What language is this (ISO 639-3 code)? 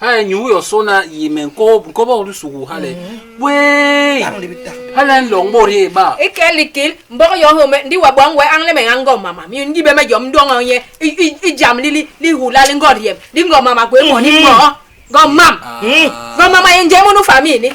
bas